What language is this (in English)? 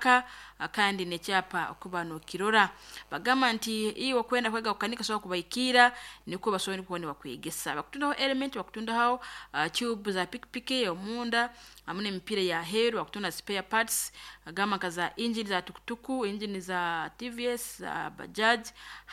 Nyankole